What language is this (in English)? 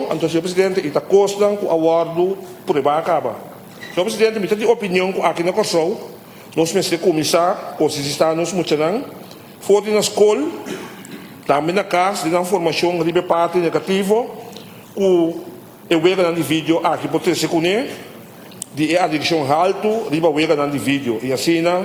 Papiamento